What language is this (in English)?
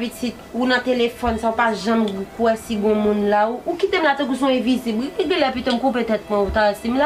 Haitian Creole